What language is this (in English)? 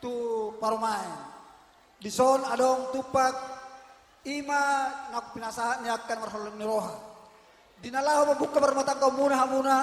Batak Toba